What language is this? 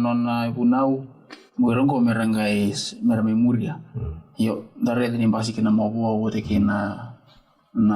Fijian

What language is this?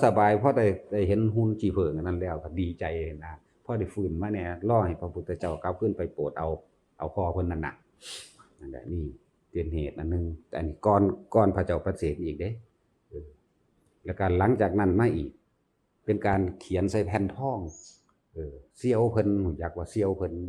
Northeastern Thai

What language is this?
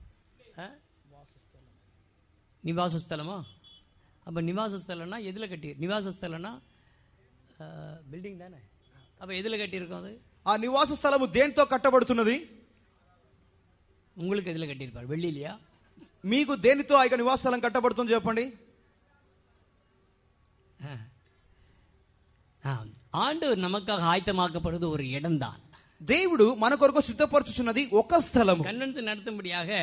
Tamil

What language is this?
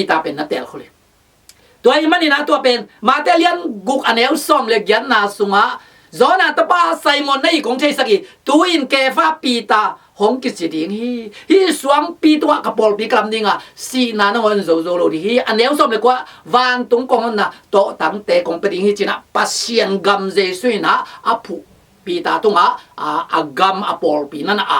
Tedim Chin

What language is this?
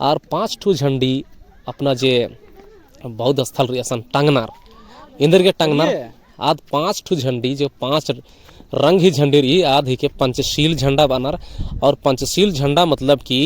Kurukh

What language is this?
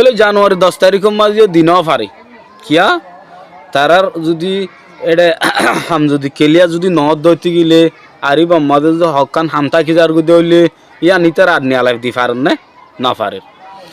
Rohingya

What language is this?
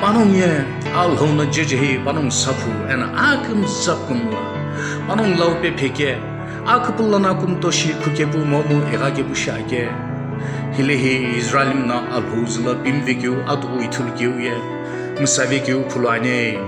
Sumi Naga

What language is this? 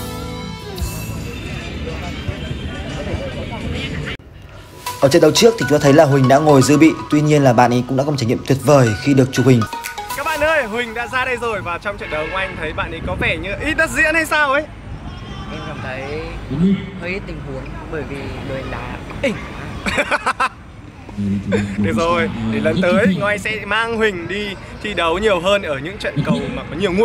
Vietnamese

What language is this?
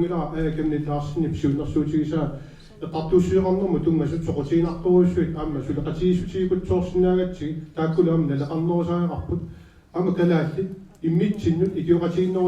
Kalaallisut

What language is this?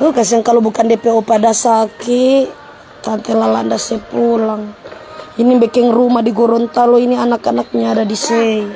Manado Malay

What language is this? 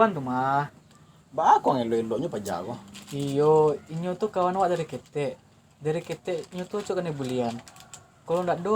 Minangkabau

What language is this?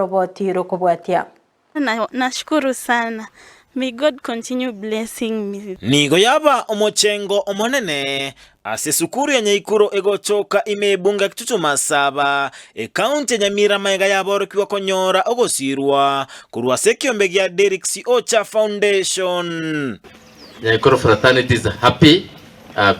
Gusii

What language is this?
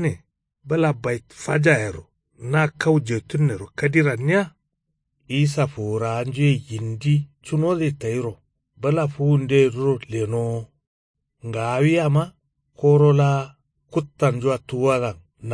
Kanuri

